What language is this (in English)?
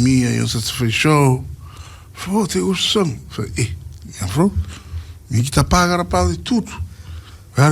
Kabuverdianu